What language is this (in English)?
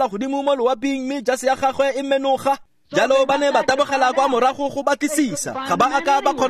Tswana